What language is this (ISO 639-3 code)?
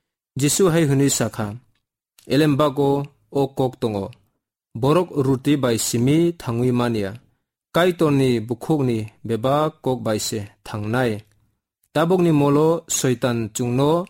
trp